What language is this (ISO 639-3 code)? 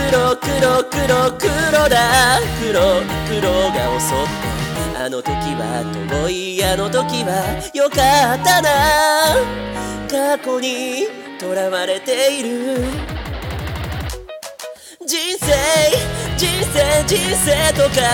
jpn